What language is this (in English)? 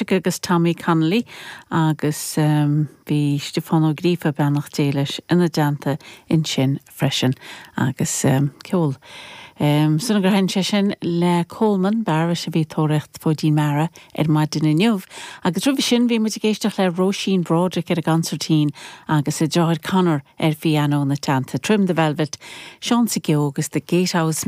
Irish